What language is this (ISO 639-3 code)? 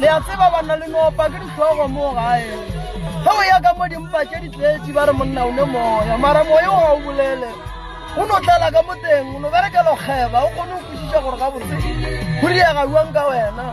nso